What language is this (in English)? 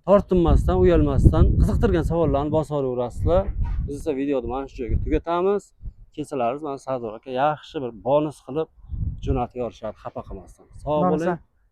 Uzbek